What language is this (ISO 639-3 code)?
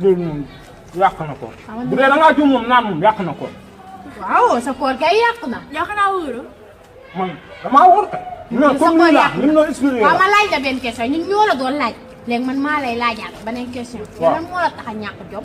wol